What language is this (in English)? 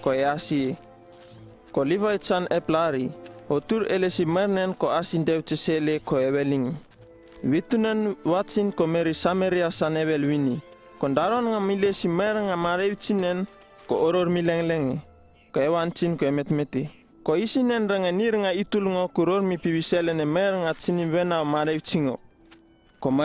Uripiv-Wala-Rano-Atchin